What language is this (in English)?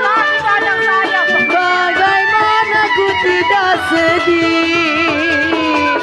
Betawi